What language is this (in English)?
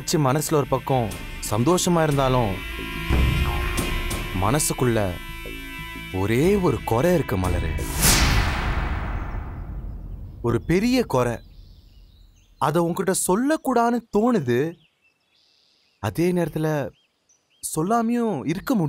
Tamil